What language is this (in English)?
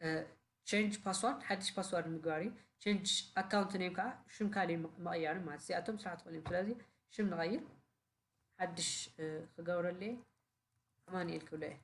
Tigrinya